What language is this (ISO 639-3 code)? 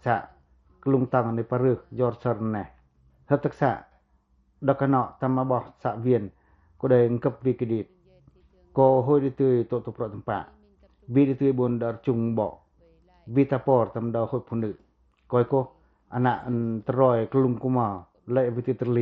pac